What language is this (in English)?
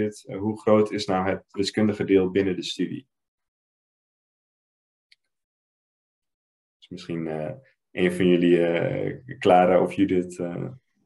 Dutch